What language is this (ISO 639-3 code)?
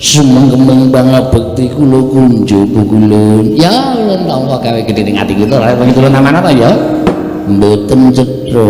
jav